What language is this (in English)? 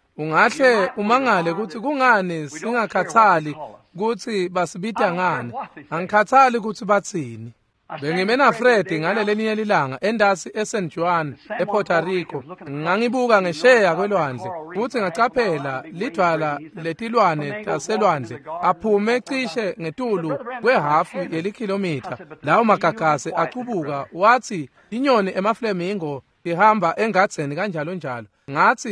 Swati